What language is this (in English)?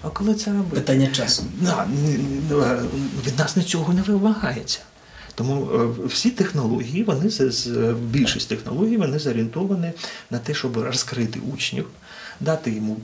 Ukrainian